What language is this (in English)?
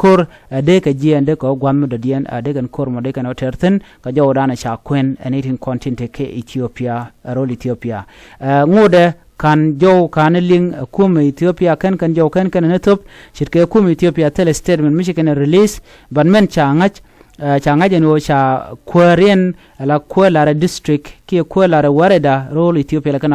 Nuer